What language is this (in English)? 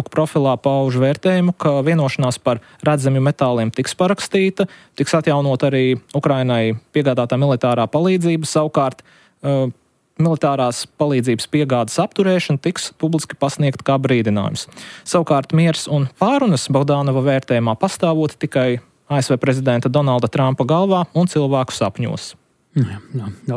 Latvian